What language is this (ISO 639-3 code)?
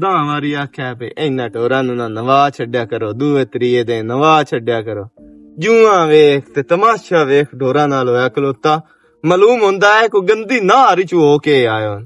lah